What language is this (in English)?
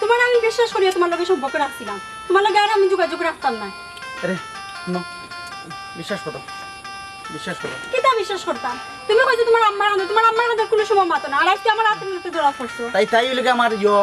Sylheti